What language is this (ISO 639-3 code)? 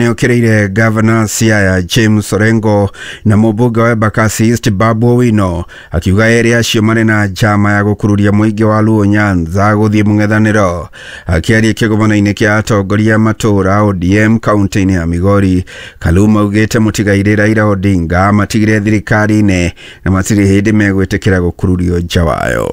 kik